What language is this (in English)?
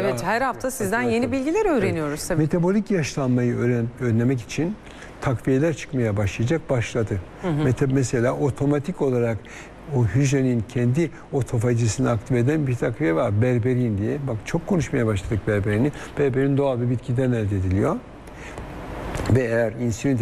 Turkish